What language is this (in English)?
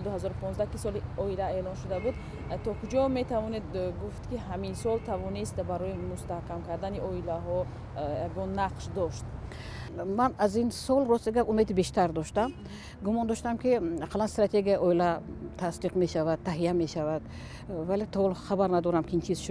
Tajik